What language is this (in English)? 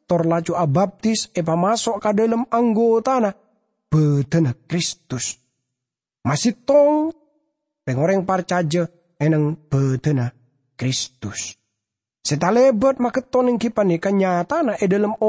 Madurese